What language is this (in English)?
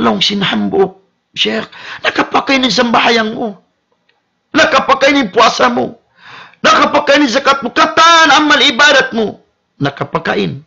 Tausug